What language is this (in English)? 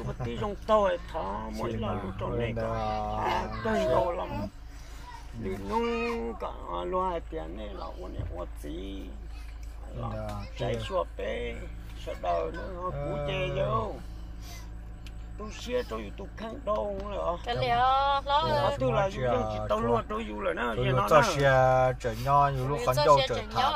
Vietnamese